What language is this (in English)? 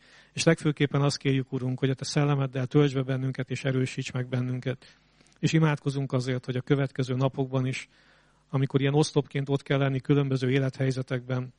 Hungarian